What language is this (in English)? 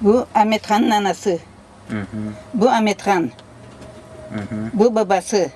Crimean Tatar